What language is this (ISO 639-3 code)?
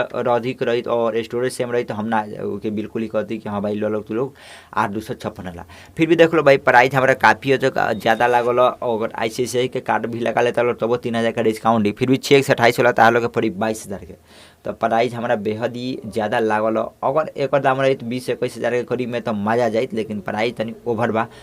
bho